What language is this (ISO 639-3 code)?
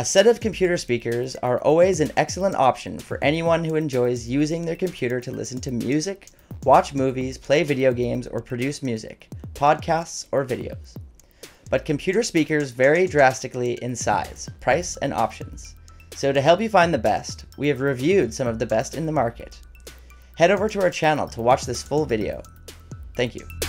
eng